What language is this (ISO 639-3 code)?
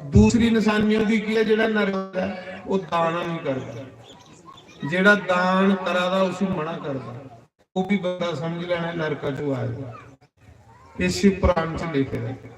doi